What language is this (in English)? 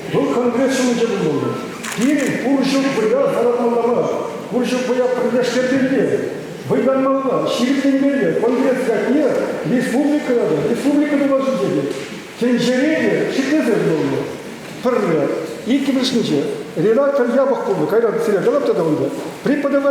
Chuvash